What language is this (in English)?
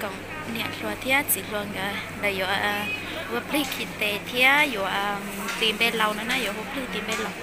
Hmong